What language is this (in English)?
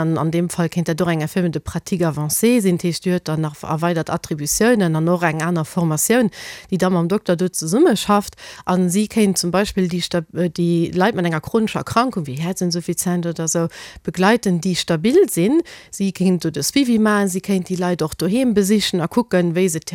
Luxembourgish